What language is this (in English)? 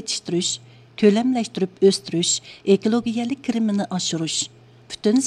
Uyghur